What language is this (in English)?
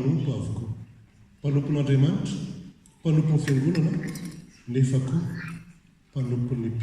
Malagasy